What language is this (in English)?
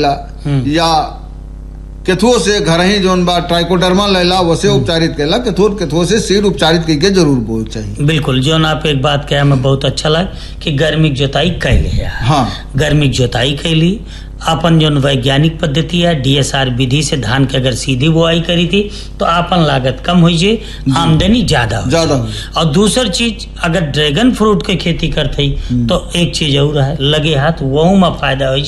Bhojpuri